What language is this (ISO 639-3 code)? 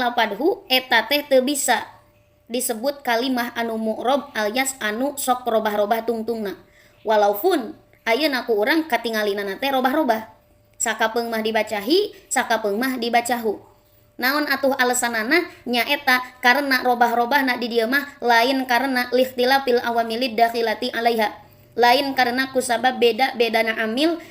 sun